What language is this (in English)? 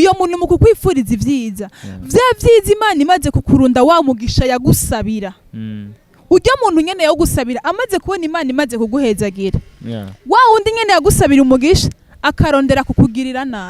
Rundi